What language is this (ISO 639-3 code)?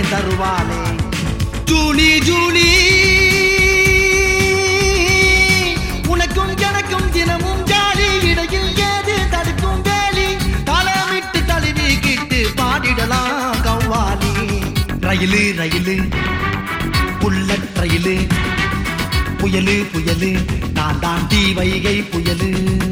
tam